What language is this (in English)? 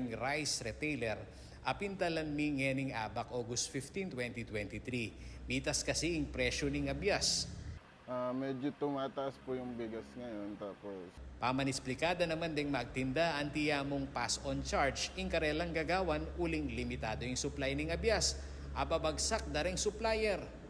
Pampanga